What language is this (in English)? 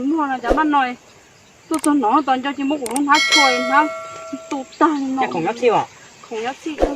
Hmong